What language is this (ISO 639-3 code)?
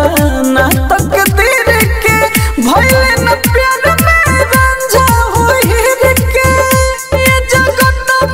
bho